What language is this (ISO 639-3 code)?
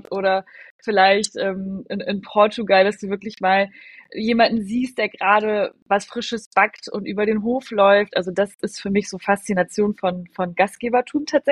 deu